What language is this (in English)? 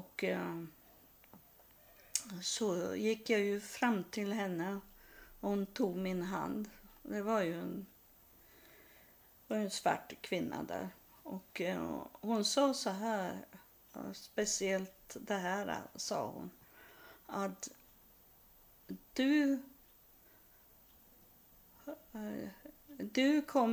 Swedish